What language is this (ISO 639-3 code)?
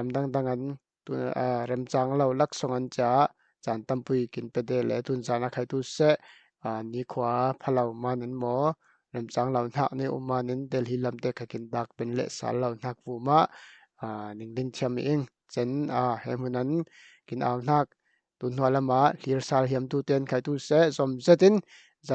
cfm